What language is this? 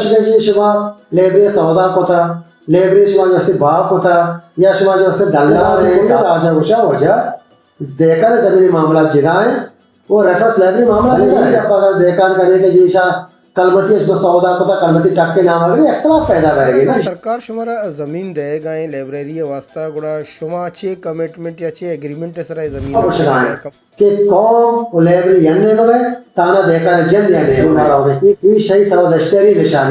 Baluchi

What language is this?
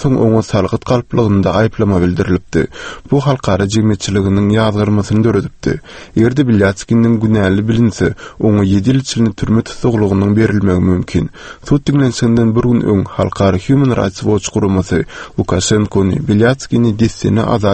Turkmen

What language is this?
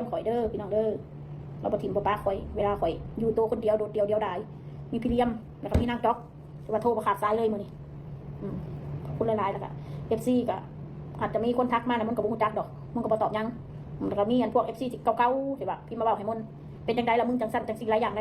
Northeastern Thai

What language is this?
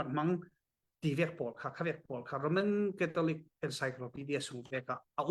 Falam Chin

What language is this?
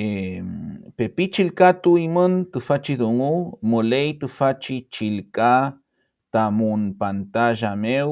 Mapuche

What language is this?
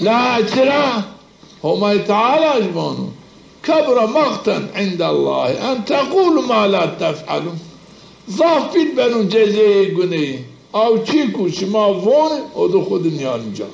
Zaza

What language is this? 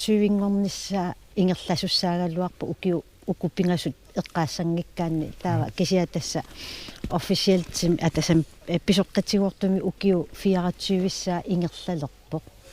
Kalaallisut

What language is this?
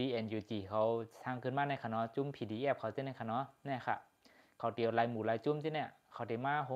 Shan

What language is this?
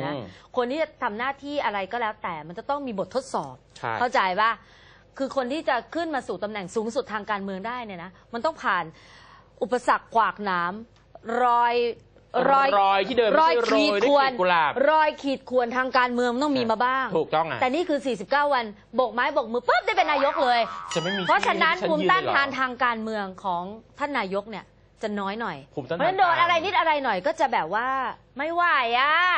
Thai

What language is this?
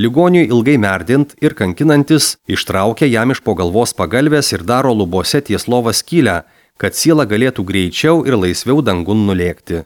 Lithuanian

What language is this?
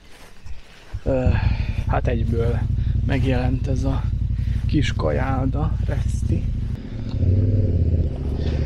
Hungarian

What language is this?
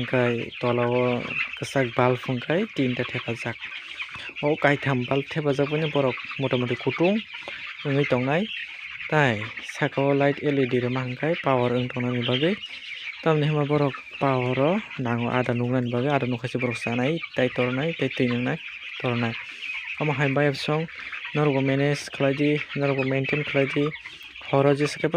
Kok Borok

